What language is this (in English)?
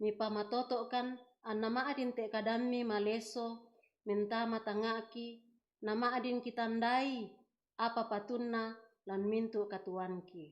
Toraja-Sa'dan